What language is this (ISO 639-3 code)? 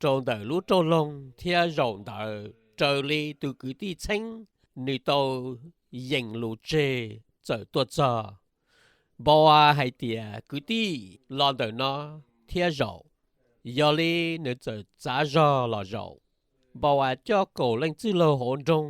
hmn